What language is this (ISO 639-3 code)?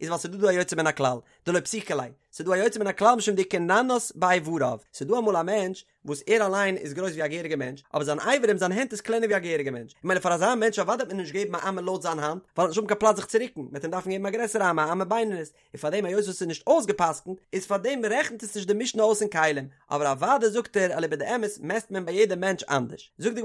yid